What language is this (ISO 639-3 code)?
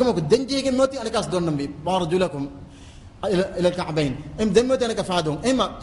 div